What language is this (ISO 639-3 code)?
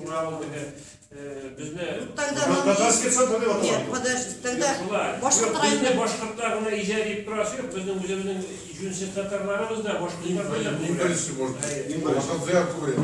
tat